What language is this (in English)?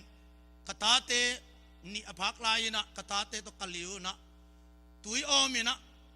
Tedim Chin